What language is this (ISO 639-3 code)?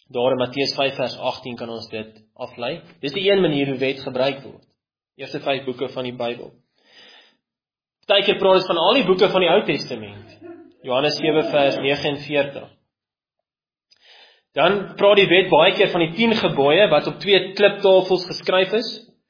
afr